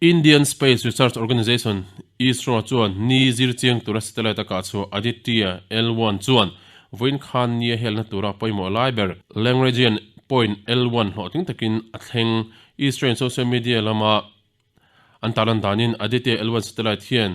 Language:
Mizo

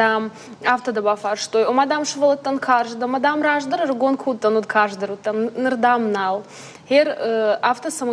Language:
Ossetic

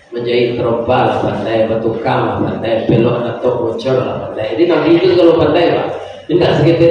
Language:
Minangkabau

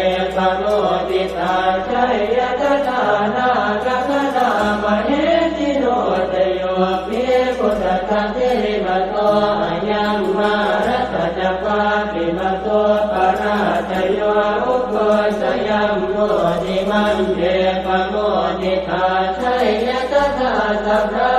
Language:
Pali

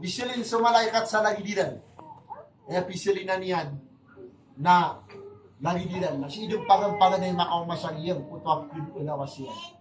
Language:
Maranao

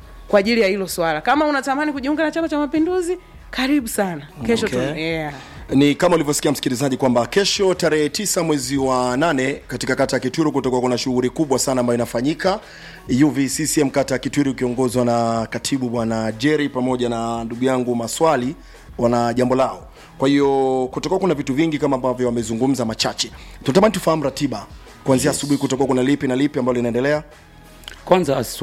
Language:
Swahili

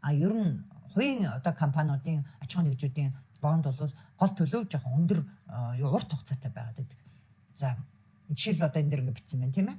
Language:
Mongolian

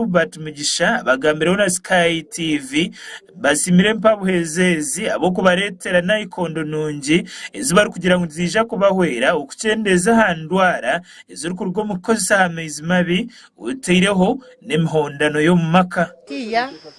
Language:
Nyankole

